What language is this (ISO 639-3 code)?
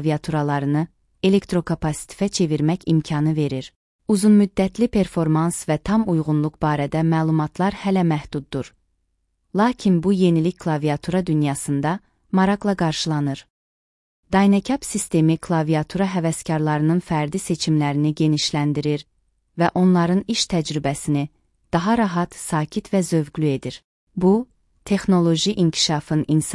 aze